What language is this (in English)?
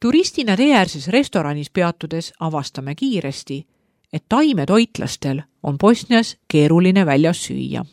Estonian